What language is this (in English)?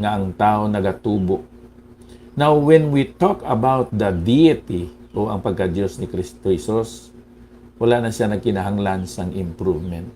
Hiligaynon